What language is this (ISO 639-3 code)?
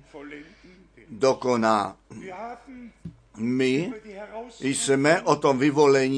ces